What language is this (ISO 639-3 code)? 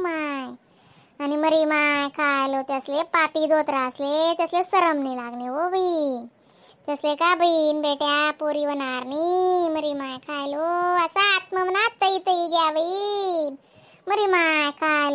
khn